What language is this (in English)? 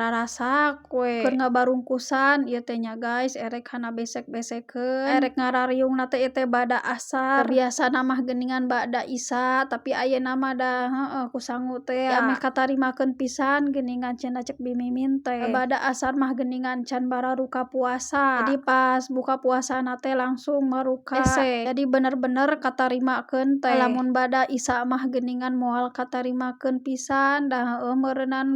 Sundanese